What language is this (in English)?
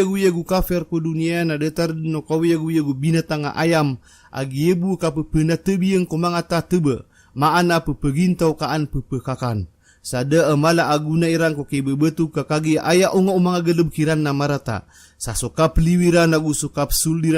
Maranao